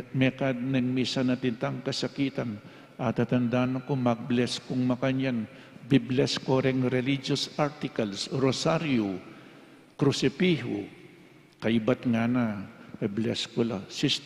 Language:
Pampanga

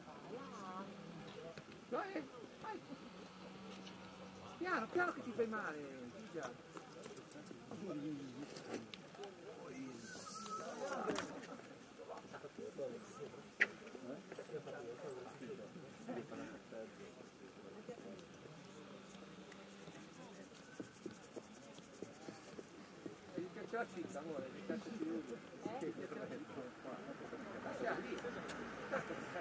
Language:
Italian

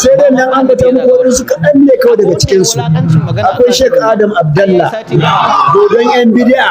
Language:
Hausa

